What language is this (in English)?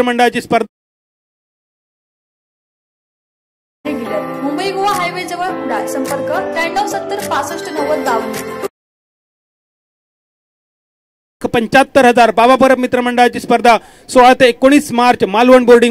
Marathi